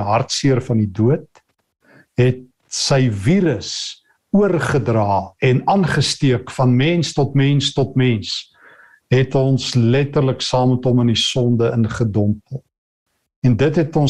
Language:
Afrikaans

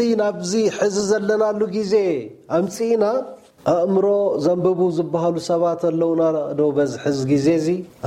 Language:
Tigrinya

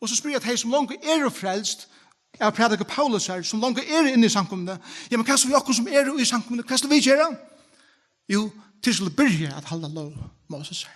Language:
Faroese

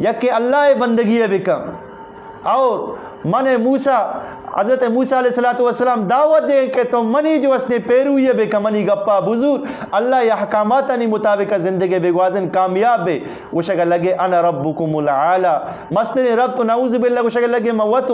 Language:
Eastern Balochi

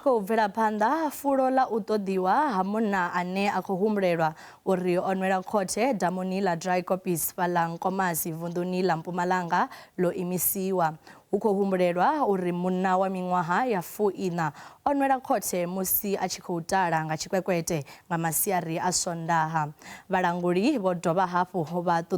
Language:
Venda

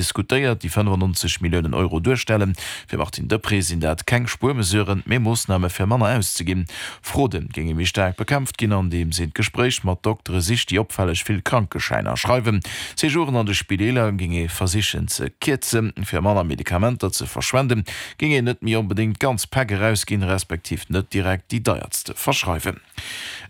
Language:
Luxembourgish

